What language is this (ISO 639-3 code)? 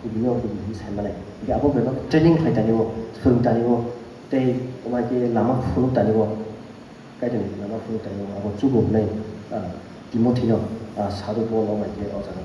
trp